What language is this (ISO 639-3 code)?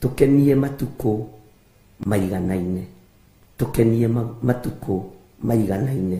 kik